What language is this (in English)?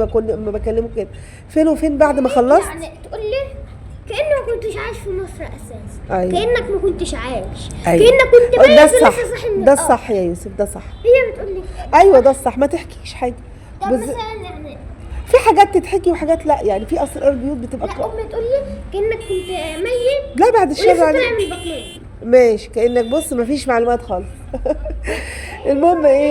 Egyptian Arabic